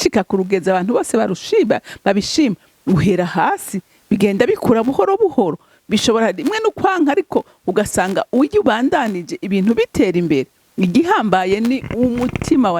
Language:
Rundi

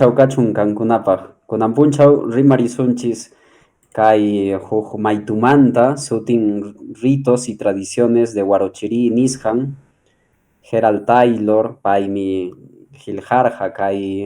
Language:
Quechua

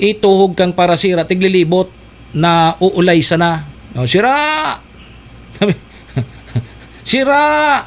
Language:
Bikol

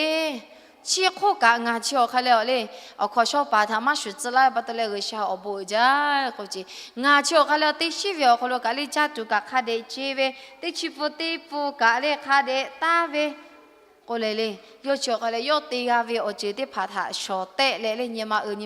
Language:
Lahu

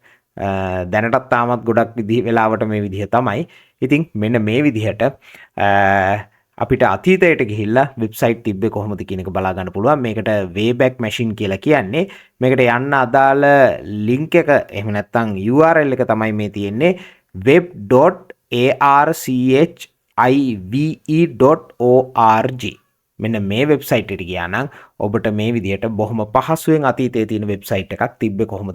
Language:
Sinhala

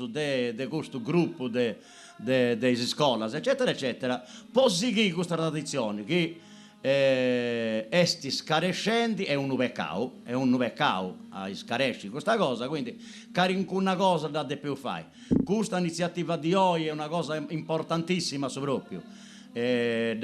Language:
Sardinian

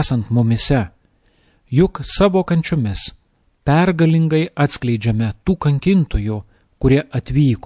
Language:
Lithuanian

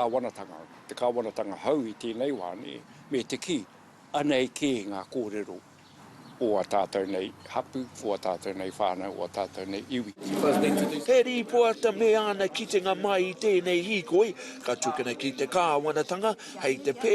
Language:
Māori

